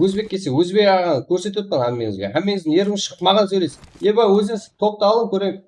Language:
Kara-Kalpak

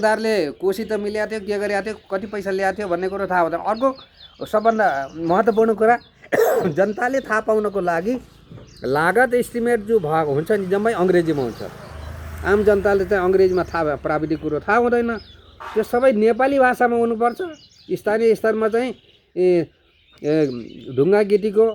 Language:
Nepali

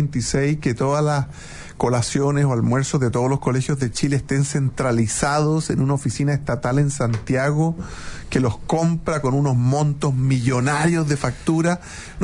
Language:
Spanish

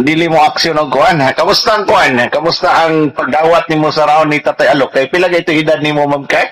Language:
Cebuano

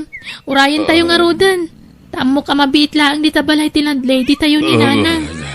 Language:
Iloko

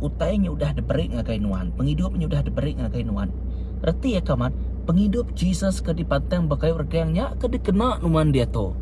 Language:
Iban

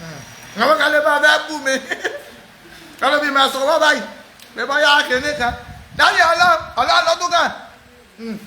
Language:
Yoruba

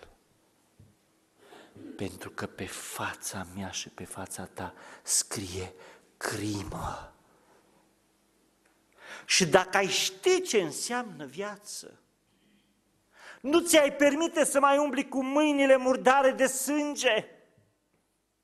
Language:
Romanian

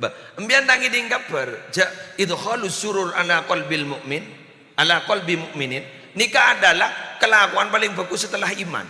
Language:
Madurese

